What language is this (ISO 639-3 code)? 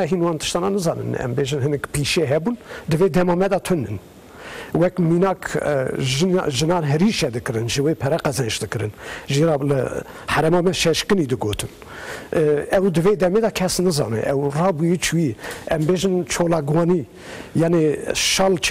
kur